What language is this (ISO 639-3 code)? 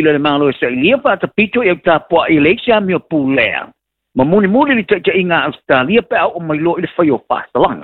smo